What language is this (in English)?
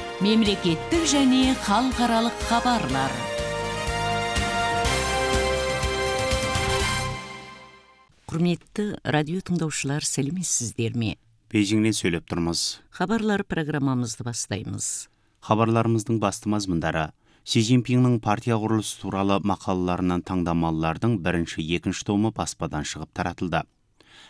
Kazakh